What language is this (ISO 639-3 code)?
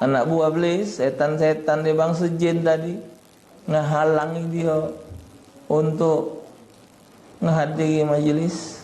mui